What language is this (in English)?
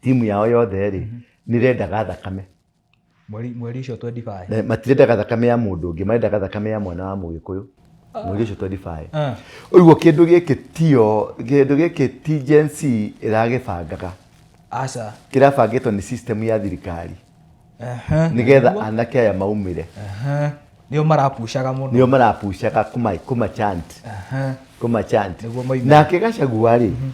Kikuyu